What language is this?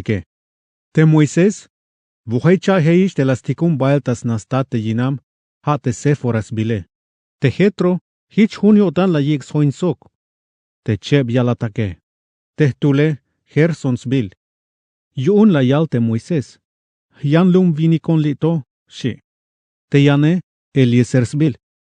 Tzeltal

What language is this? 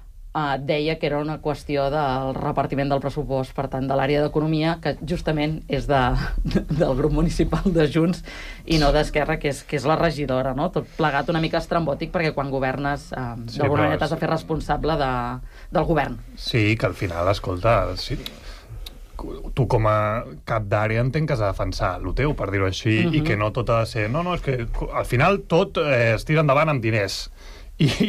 Catalan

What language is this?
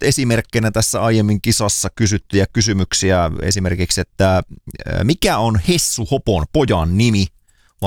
Finnish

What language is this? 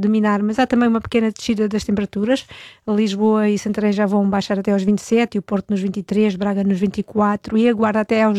Portuguese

